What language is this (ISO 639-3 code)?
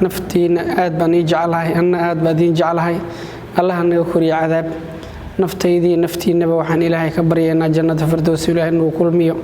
som